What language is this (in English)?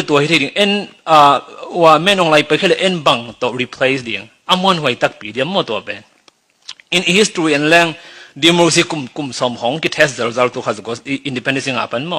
Tedim Chin